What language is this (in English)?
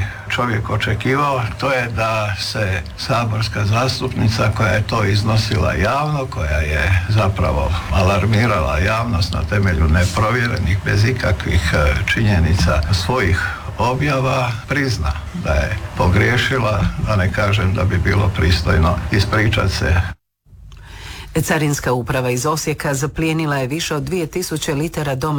Croatian